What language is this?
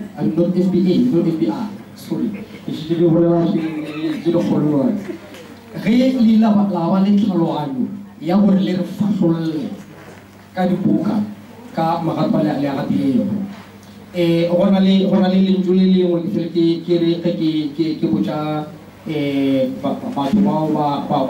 Northern Sotho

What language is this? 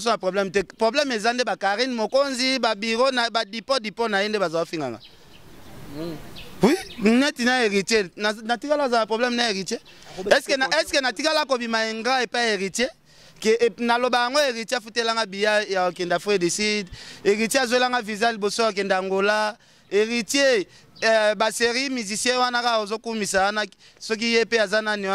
Lingala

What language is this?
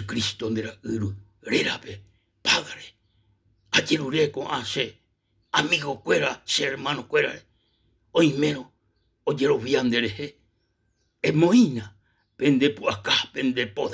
Guarani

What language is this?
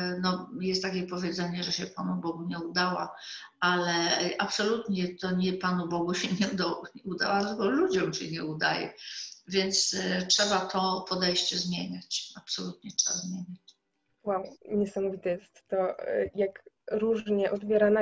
Polish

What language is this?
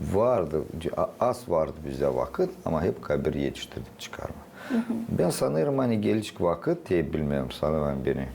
Gagauz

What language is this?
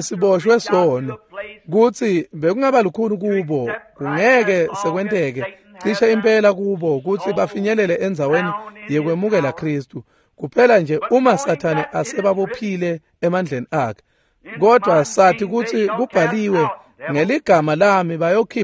Swati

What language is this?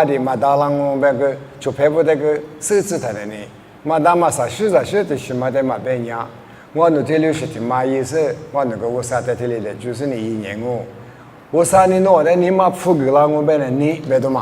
Lisu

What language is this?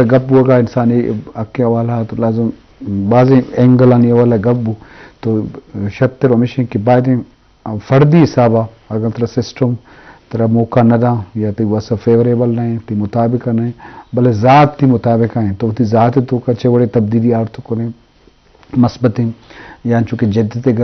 Eastern Balochi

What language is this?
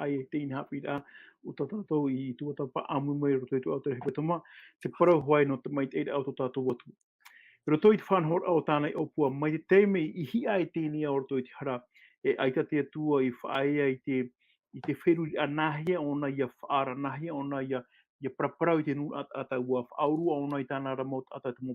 Tahitian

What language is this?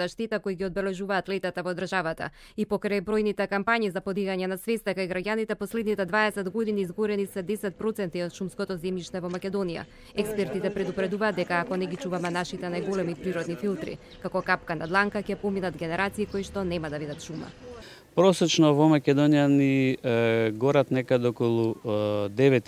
Macedonian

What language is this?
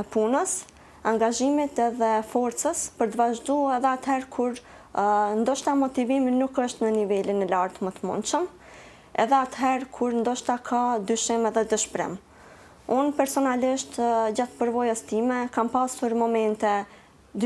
Albanian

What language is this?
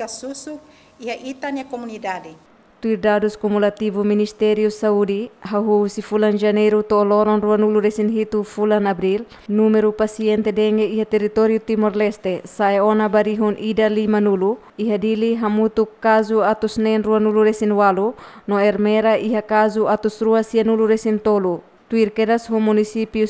Tetum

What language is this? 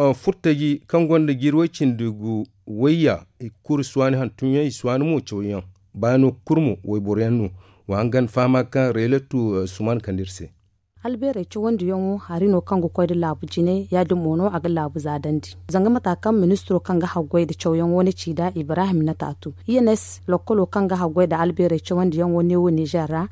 Zarma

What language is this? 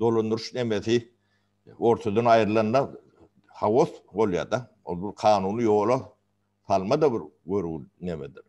Turkmen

